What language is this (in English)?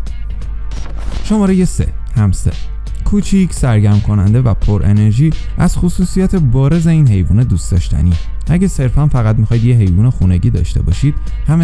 Persian